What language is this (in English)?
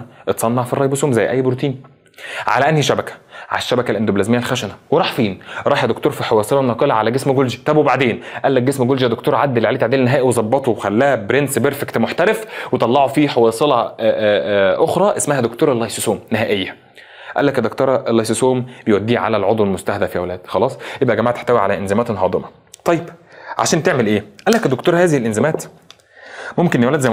Egyptian Arabic